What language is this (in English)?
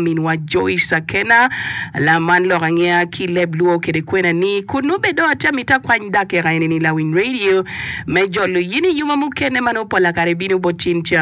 Acoli